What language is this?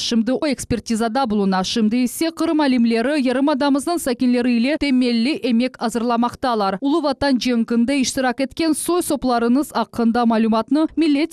Crimean Tatar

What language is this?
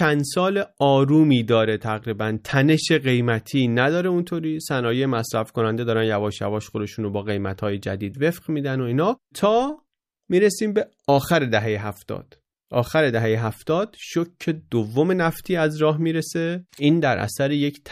Persian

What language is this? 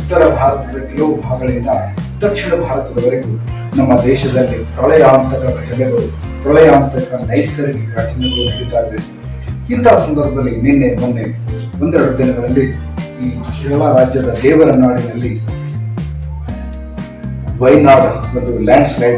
Kannada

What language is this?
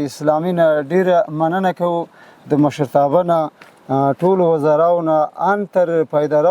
Pashto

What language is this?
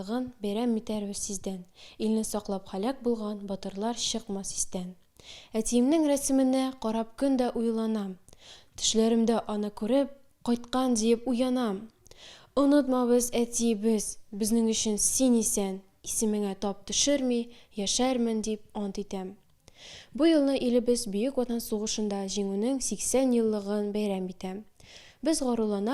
Tatar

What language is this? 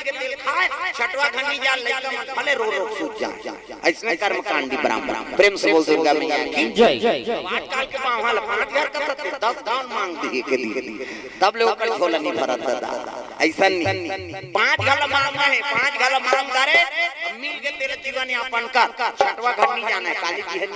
Chhattisgarhi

